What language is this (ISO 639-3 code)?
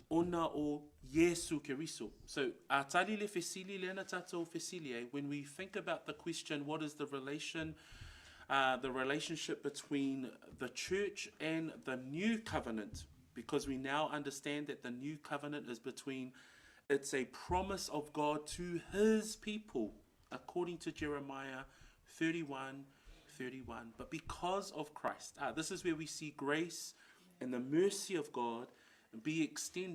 smo